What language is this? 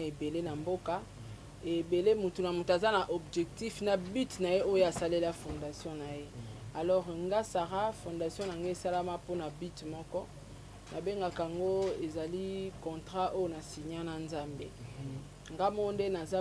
Lingala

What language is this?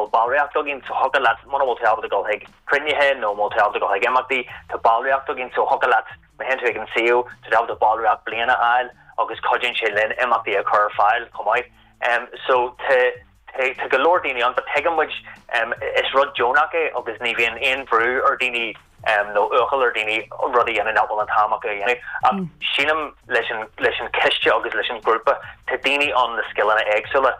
Irish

